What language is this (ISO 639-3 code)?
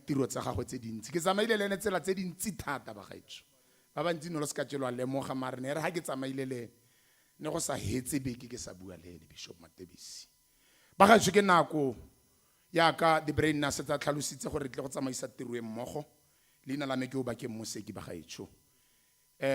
tsn